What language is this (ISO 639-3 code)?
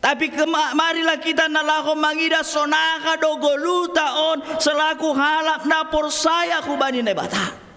bts